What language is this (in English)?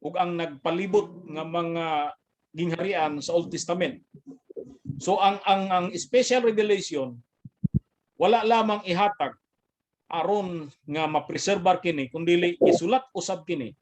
Cebuano